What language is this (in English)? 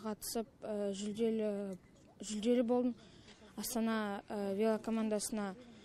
Kazakh